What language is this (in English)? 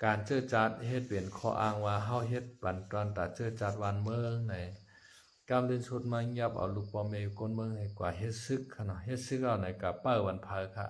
Shan